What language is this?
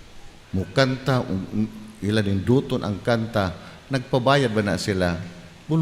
Cebuano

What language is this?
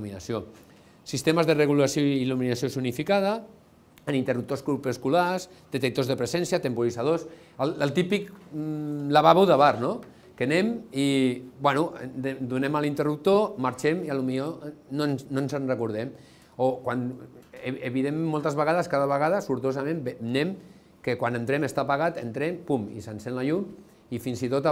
Catalan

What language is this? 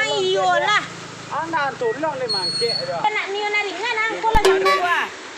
Minangkabau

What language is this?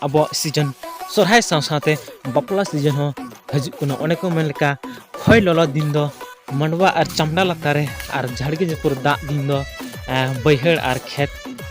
Santali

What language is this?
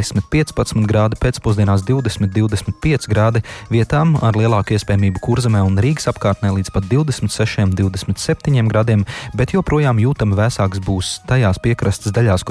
Latvian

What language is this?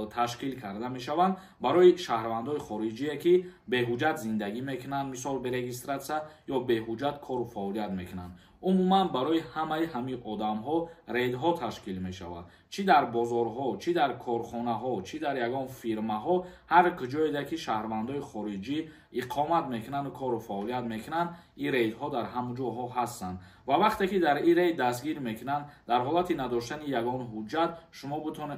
Tajik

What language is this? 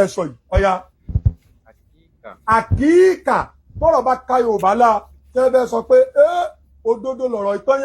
Yoruba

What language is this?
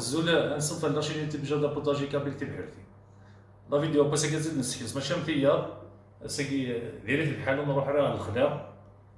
Kabyle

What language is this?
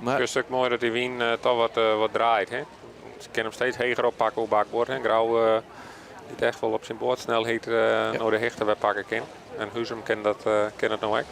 Western Frisian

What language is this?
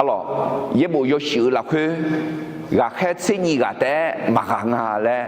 Akha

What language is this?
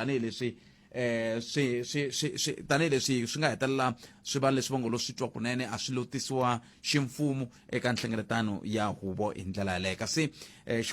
Tsonga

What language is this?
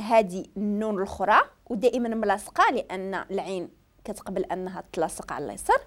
Moroccan Arabic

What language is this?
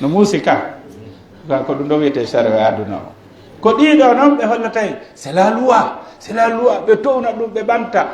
Pular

